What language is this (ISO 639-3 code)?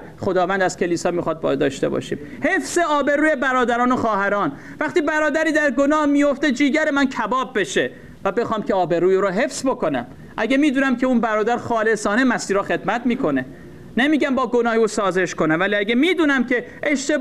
fas